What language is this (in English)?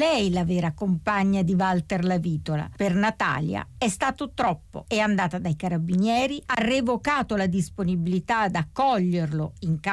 Italian